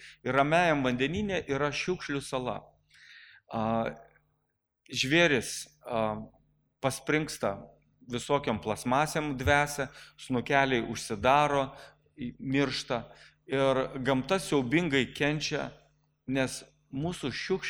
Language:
Lithuanian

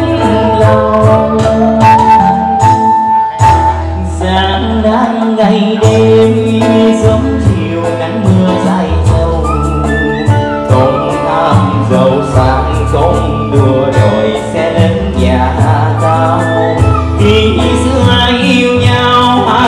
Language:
Vietnamese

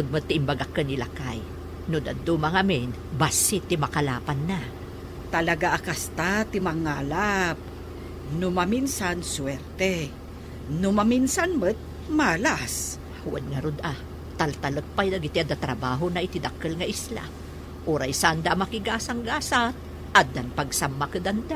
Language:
Iloko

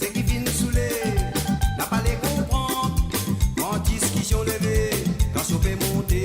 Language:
Morisyen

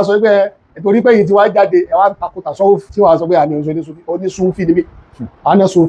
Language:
Yoruba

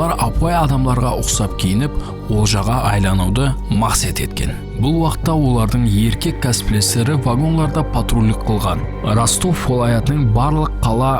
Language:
Kara-Kalpak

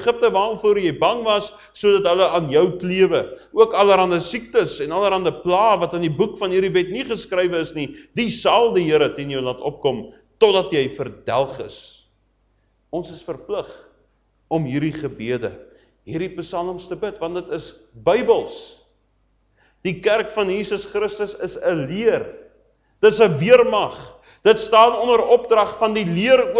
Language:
Afrikaans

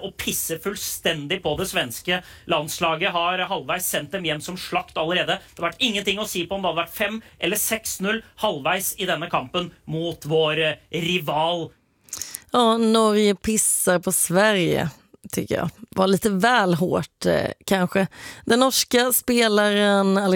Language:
Swedish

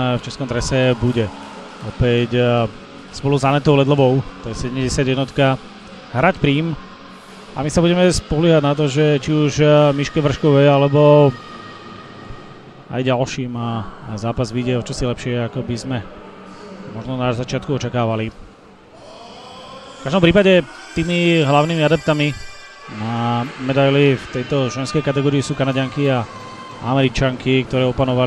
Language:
Slovak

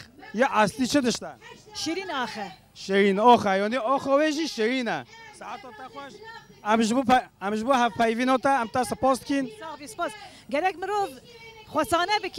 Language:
Kurdish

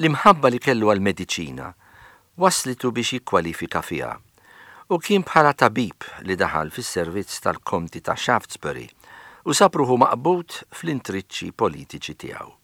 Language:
Maltese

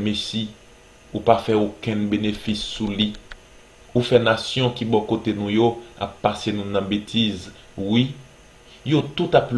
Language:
Haitian Creole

